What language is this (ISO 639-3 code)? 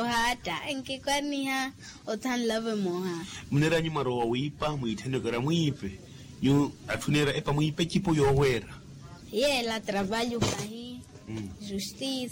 vmw